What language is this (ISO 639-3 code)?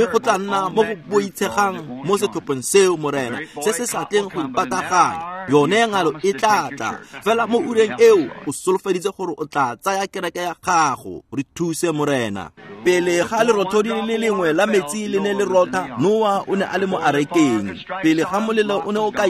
tsn